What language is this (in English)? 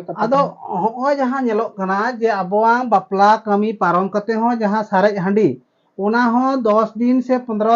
Santali